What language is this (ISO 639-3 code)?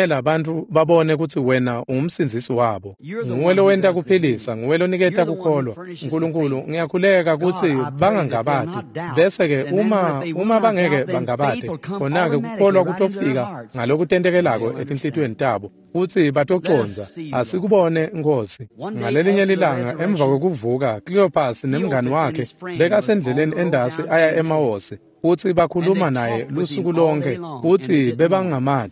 ssw